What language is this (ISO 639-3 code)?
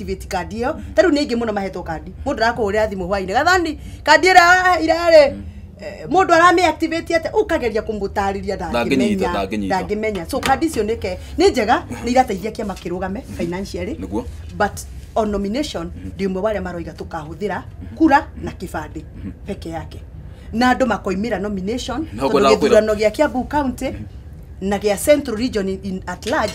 kik